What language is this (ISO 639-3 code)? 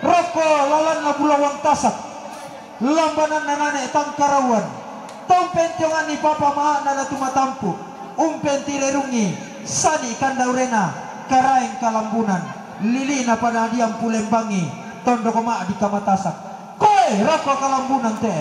sda